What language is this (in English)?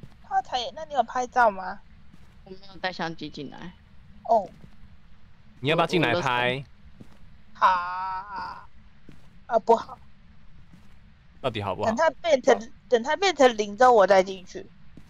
Chinese